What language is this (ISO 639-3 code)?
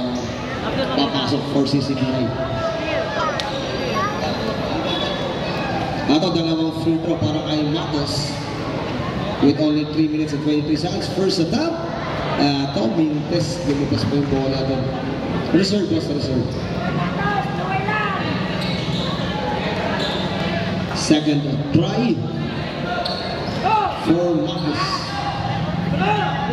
fil